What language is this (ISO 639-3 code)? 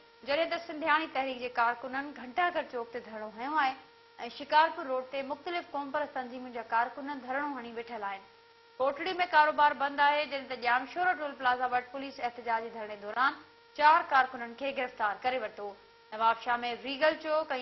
snd